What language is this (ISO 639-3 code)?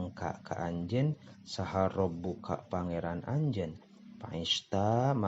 sun